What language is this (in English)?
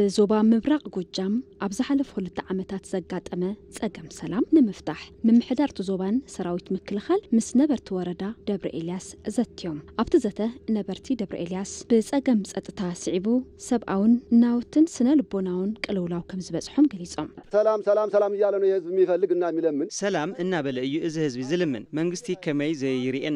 Tigrinya